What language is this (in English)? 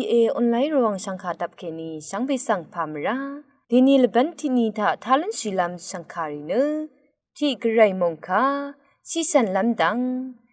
Rawang